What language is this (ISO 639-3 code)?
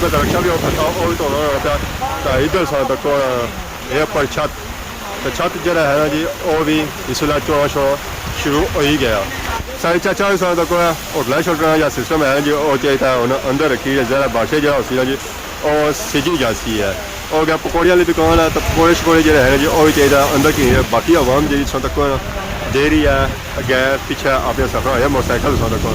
phr